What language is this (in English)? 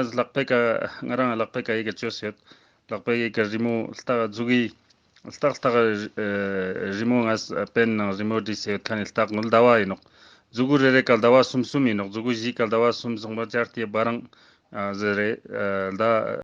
Ladakhi